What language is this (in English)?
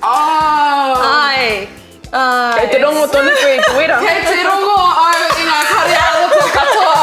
Māori